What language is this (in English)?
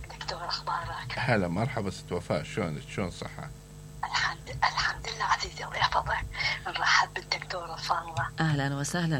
Mesopotamian Arabic